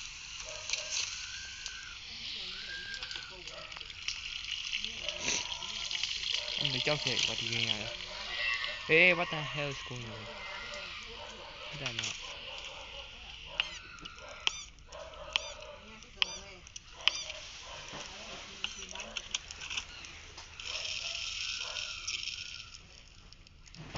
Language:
Burmese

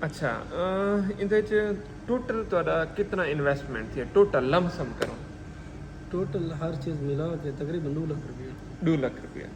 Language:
Saraiki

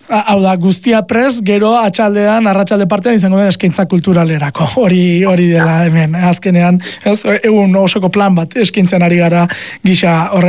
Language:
Basque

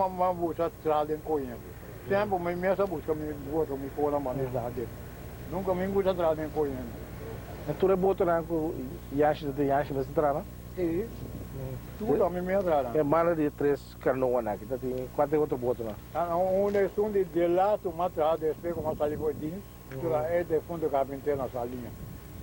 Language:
Papiamento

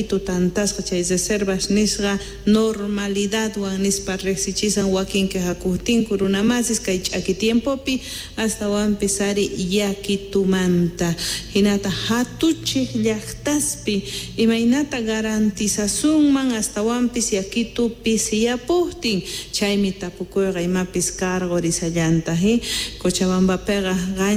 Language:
Quechua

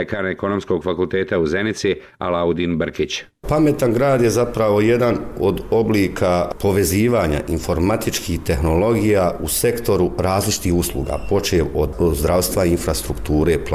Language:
Bosnian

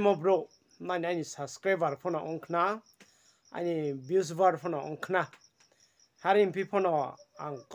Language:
Riang (India)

